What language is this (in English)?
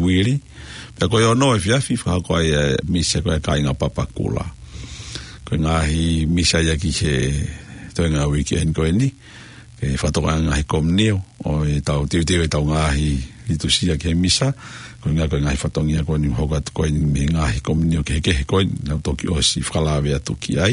Tongan